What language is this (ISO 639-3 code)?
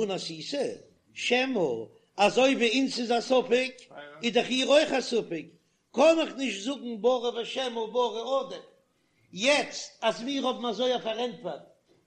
yid